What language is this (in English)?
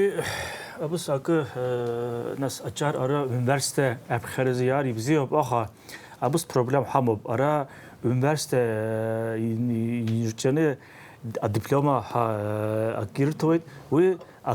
Abkhazian